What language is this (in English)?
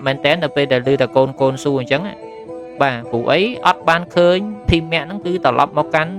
Khmer